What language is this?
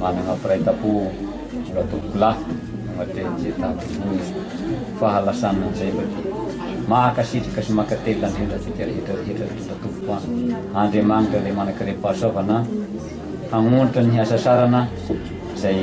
Malagasy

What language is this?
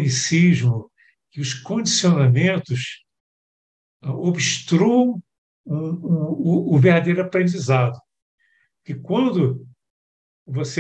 Portuguese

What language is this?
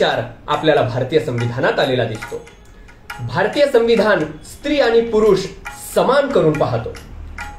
Marathi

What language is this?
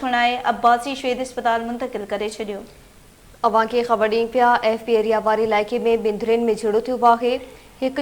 Sindhi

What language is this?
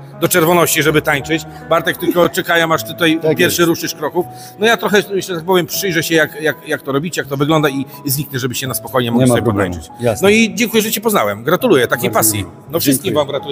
Polish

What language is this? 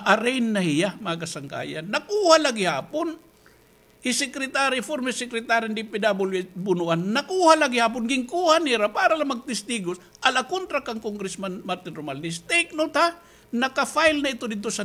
Waray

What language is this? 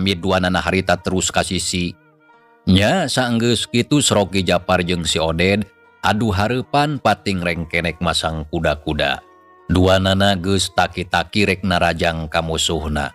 Sundanese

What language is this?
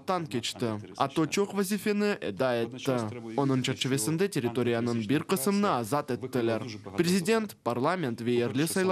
Crimean Tatar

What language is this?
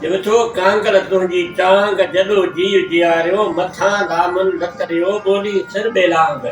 Sindhi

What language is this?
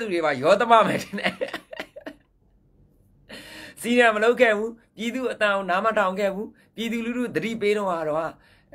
Burmese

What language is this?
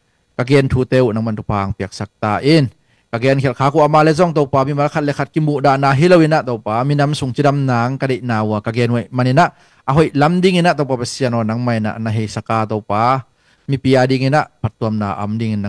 Tedim Chin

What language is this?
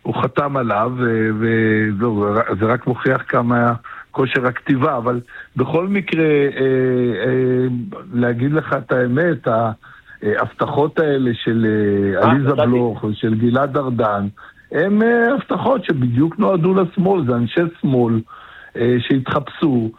Hebrew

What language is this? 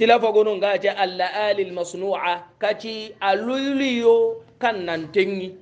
Hausa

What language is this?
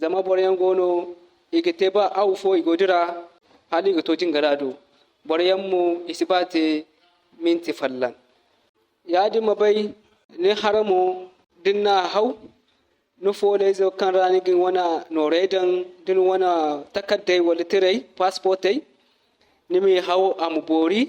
Zarma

